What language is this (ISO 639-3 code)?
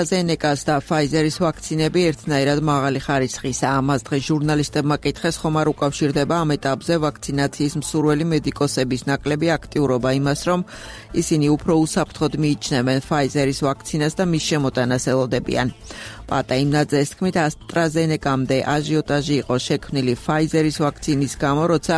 kat